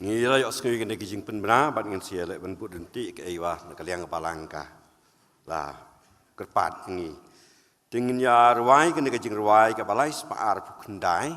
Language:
Khasi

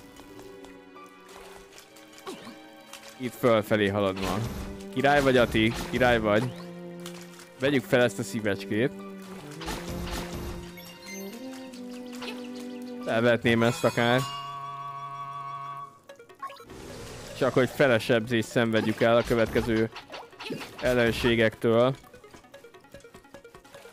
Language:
Hungarian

